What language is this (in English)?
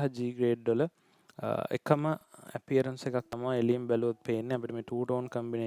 Sinhala